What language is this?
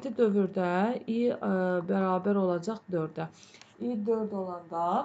Azerbaijani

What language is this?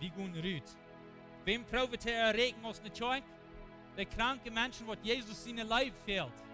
Plautdietsch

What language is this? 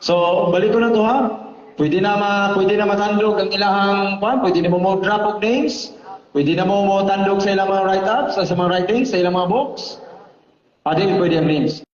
Cebuano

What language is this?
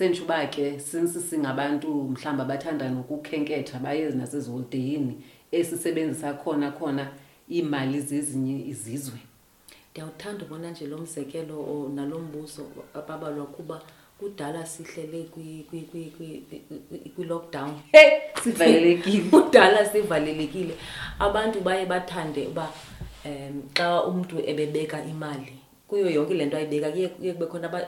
Xhosa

